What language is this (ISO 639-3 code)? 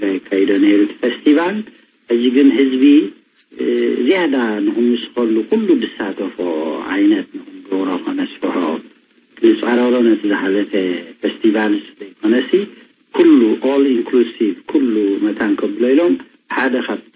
tir